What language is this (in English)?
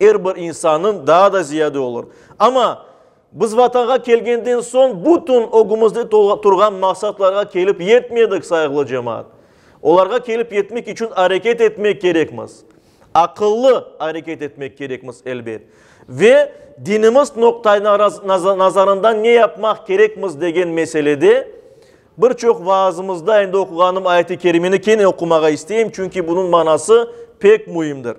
Crimean Tatar